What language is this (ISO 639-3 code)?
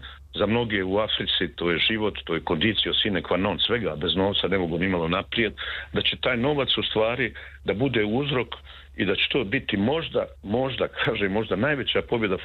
srp